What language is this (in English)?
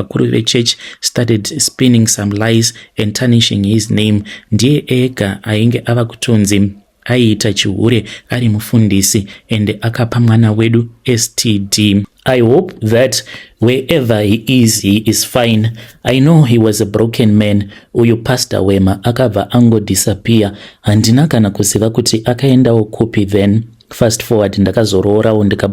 Shona